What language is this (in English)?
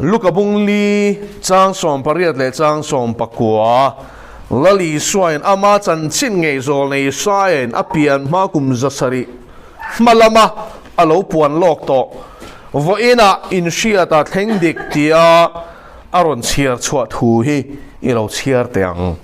Mizo